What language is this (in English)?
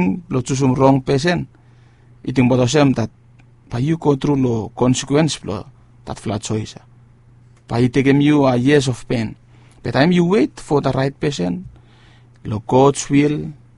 Bislama